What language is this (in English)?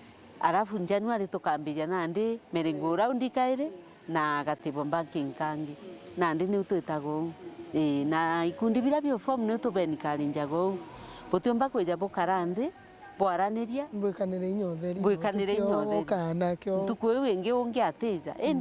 Meru